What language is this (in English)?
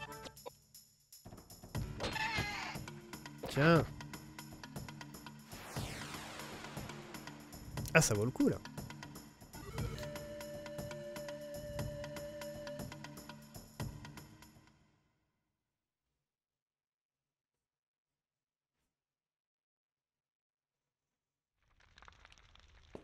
French